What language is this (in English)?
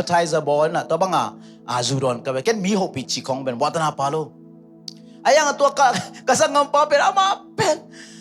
Tedim Chin